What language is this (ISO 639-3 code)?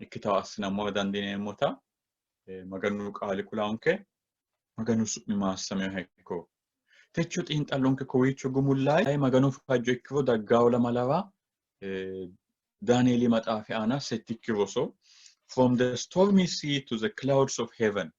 sid